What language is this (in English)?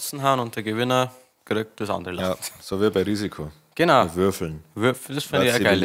Bavarian